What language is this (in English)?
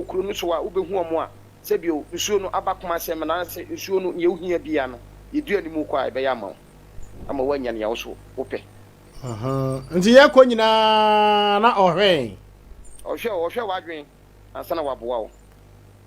Akan